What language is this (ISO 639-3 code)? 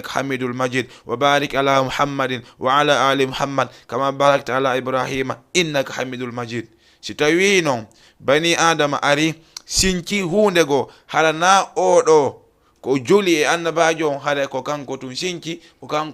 ful